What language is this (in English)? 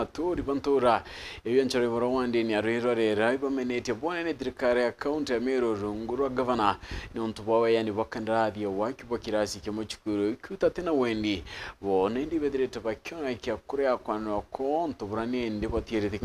Meru